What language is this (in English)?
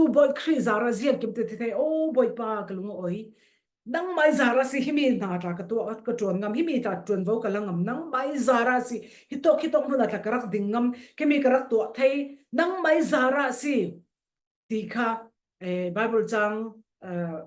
Falam Chin